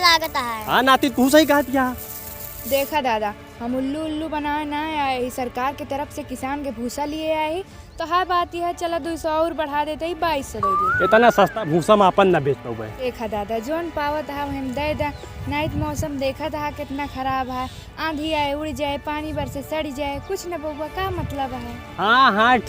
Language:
Awadhi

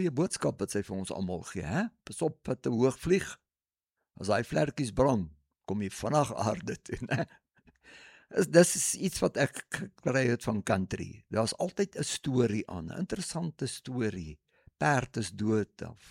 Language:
Afrikaans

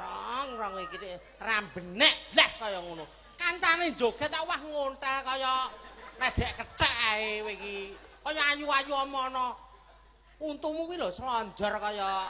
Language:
Javanese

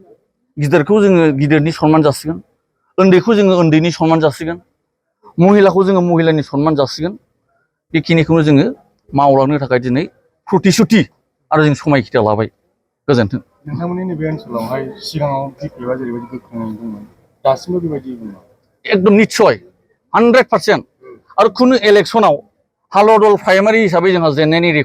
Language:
Bodo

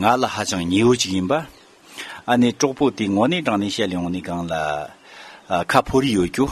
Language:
Tibetan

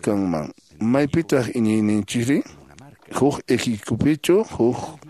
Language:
Quechua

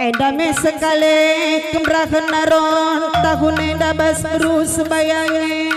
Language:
Batak Karo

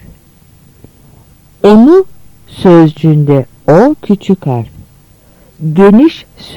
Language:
Turkish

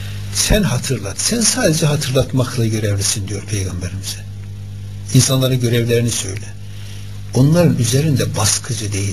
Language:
Turkish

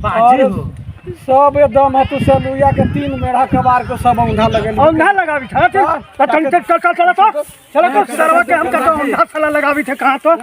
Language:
Magahi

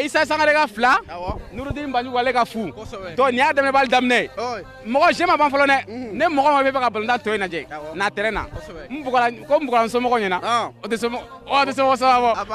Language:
Bambara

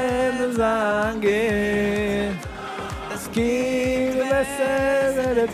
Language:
Yiddish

